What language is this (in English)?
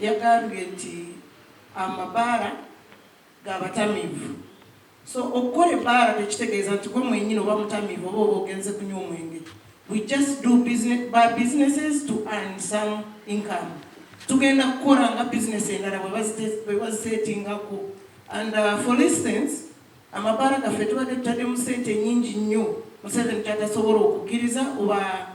Ganda